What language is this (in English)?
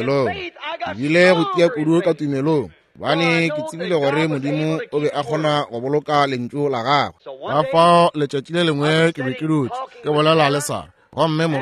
Northern Sotho